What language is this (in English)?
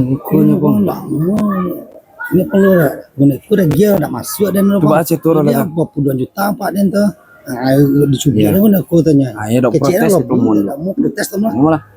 Minangkabau